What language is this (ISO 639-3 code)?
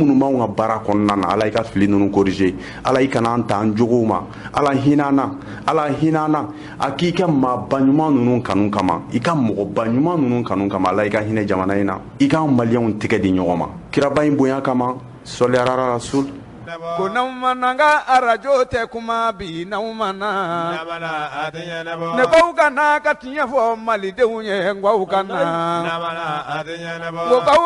bam